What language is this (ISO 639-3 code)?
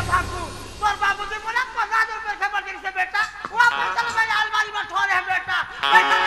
hne